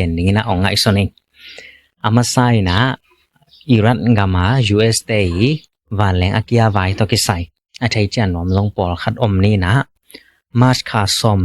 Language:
Tedim Chin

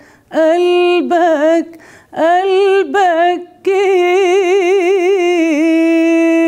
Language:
Arabic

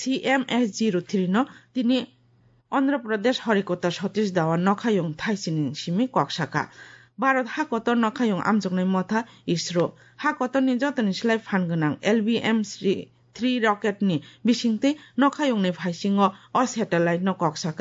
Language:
Kok Borok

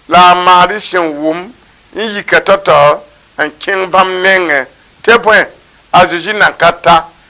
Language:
Mossi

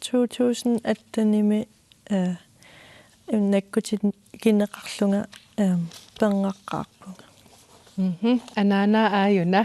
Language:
Kalaallisut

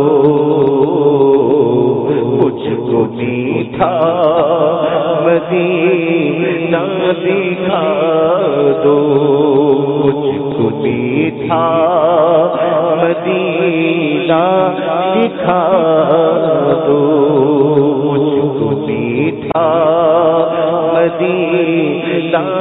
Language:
Urdu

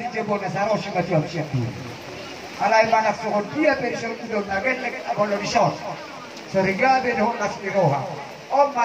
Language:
Batak Toba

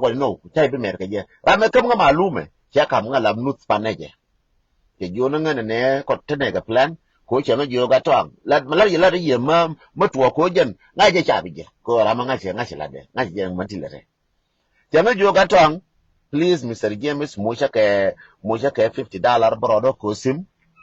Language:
Nuer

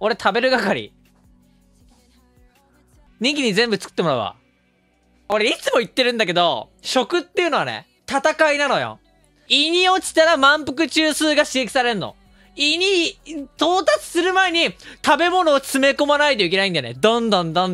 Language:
Japanese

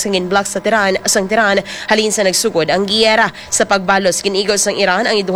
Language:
Hiligaynon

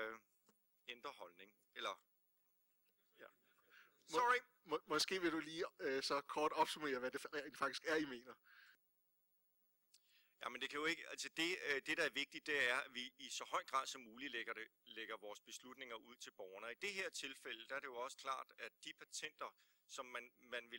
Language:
Danish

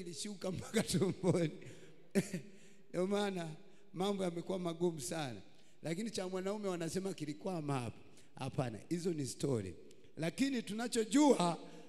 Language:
Swahili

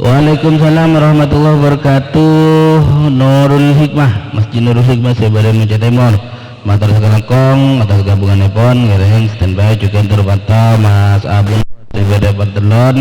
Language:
Madurese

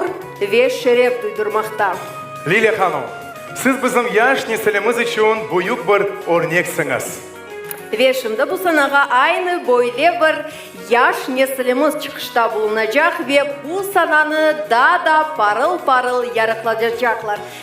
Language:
Crimean Tatar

